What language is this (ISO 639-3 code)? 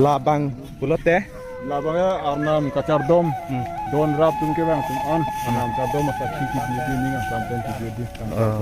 mjw